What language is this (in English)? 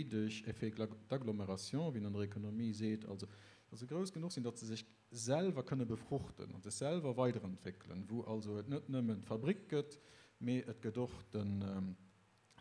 Luxembourgish